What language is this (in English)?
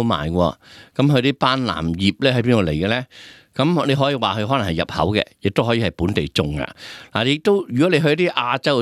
Cantonese